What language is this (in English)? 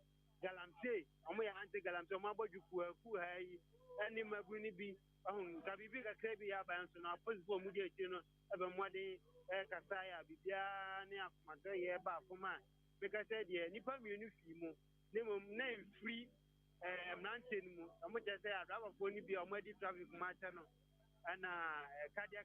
Akan